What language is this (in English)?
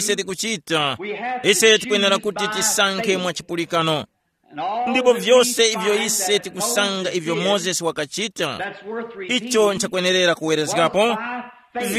Tumbuka